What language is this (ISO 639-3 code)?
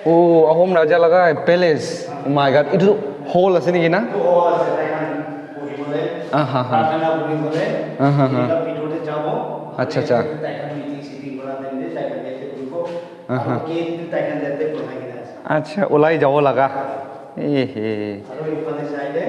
nag